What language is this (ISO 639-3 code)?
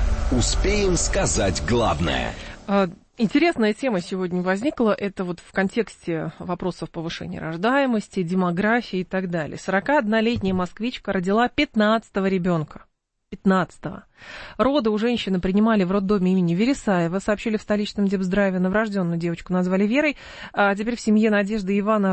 rus